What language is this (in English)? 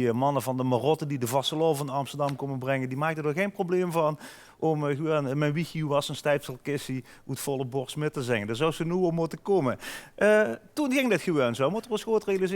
Limburgish